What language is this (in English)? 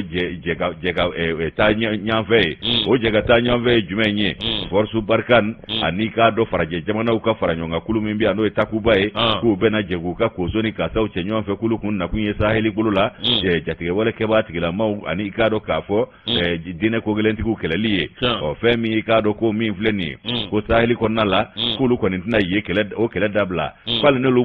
Bambara